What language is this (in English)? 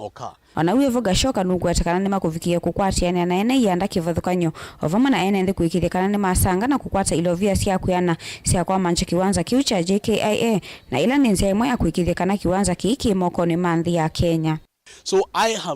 Kamba